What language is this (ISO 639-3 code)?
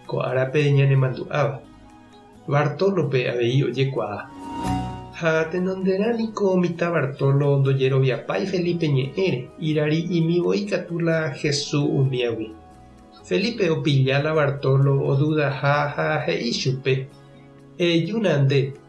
grn